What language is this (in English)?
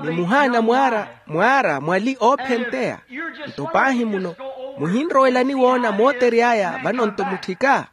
Makhuwa